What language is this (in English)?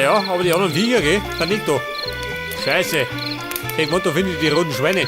Bavarian